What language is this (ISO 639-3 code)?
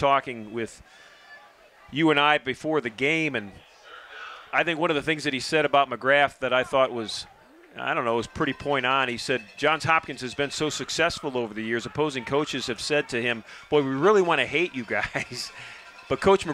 eng